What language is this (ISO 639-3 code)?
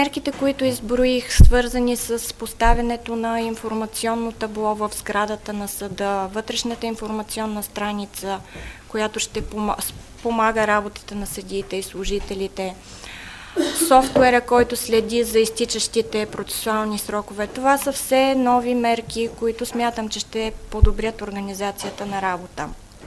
bul